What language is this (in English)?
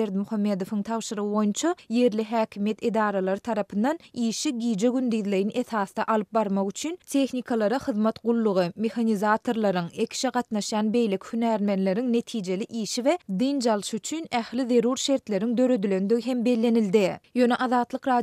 Turkmen